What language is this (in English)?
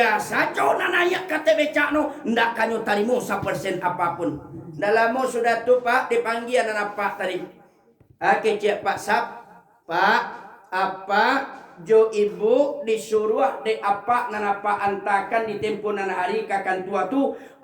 Minangkabau